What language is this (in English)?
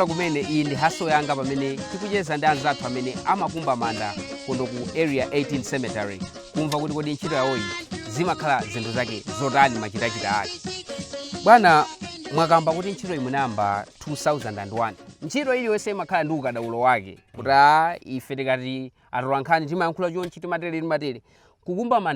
Nyanja